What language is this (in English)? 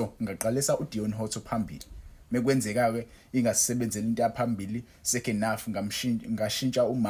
Zulu